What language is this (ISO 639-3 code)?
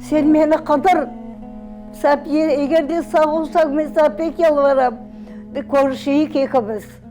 crh